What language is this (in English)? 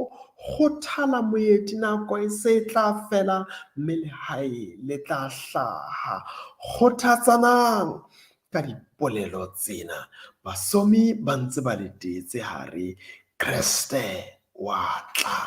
Southern Sotho